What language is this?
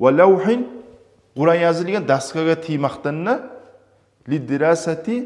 Kumyk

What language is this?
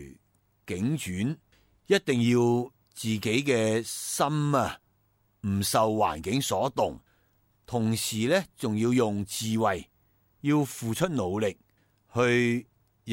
Cantonese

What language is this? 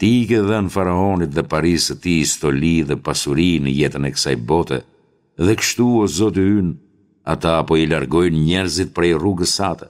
Albanian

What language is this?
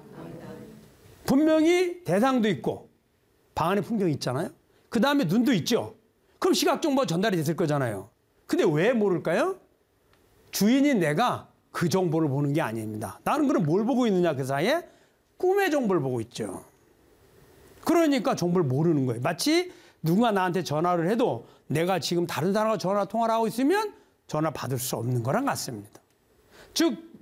Korean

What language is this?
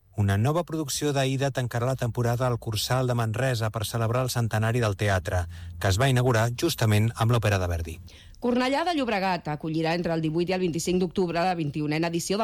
Catalan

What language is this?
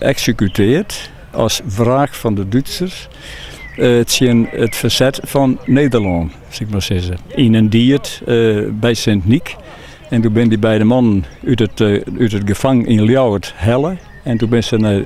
Western Frisian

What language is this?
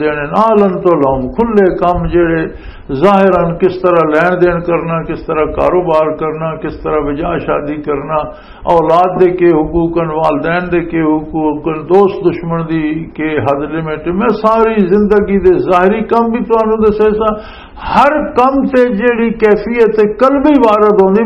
Western Panjabi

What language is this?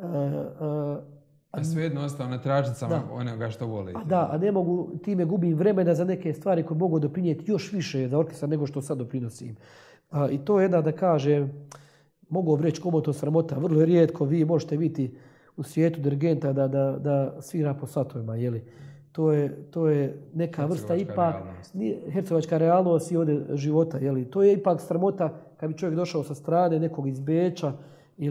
Croatian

